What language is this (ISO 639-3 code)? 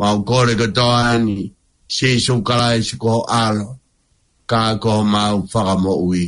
ton